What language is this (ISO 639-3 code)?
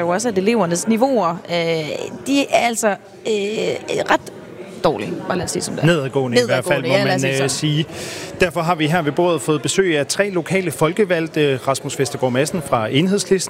dan